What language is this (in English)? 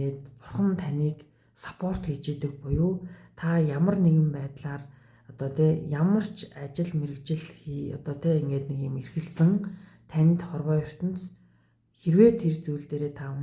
Mongolian